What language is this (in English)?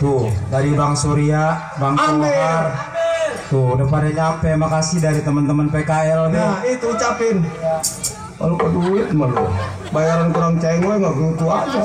Betawi